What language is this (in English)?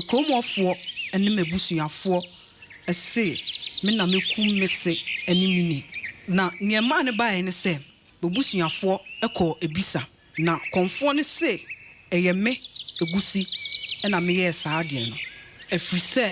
Akan